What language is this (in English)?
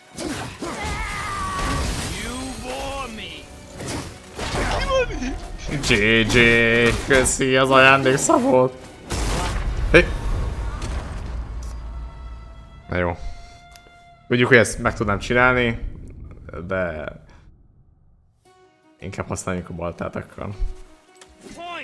Hungarian